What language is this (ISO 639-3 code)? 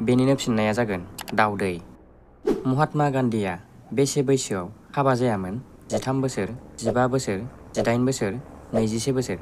brx